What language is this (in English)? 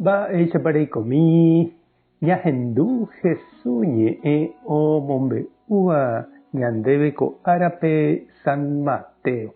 Guarani